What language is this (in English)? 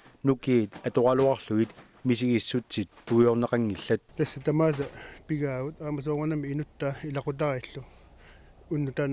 Kalaallisut